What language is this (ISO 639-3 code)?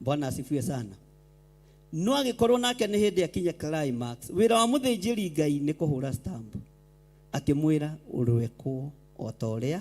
kik